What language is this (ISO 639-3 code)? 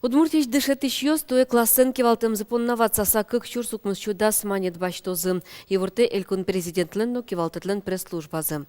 udm